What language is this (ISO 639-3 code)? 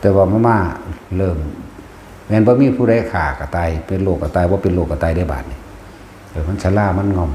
tts